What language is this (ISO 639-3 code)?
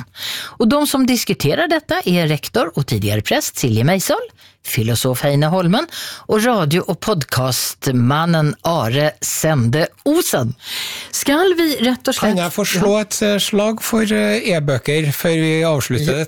nor